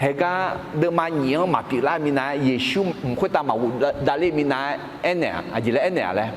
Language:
Akha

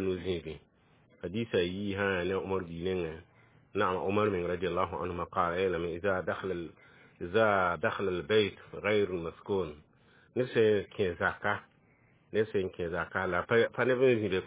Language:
Mossi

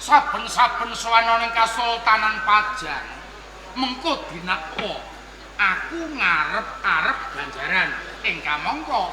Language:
Javanese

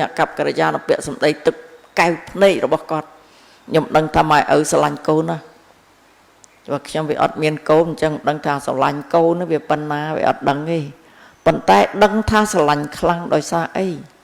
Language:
Khmer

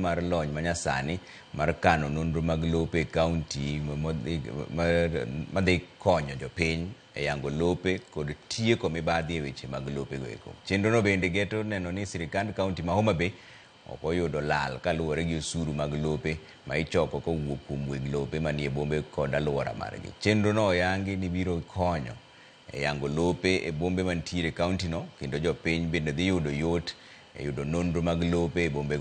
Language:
Luo (Kenya and Tanzania)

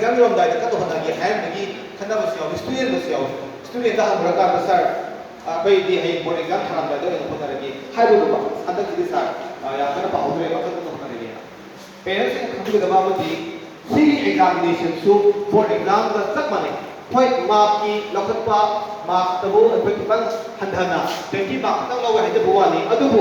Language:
Manipuri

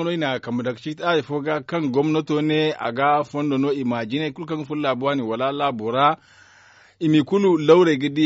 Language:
Zarma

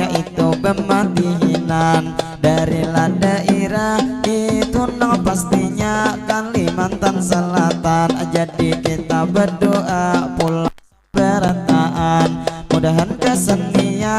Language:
Banjar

